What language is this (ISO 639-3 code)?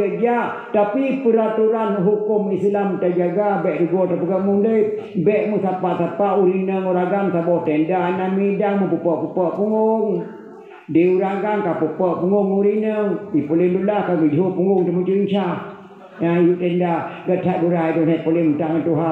ace